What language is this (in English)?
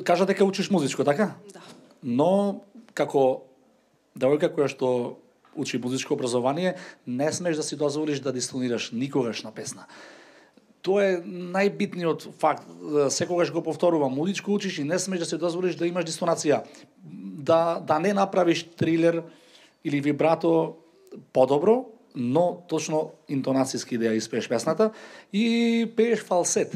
Macedonian